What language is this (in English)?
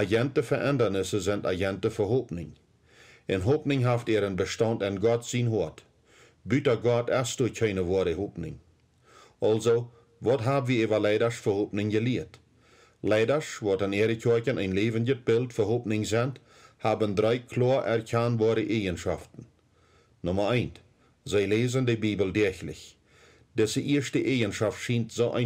Plautdietsch